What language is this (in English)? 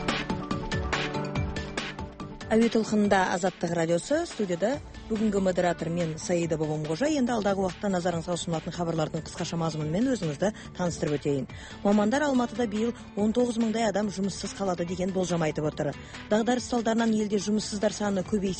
Kazakh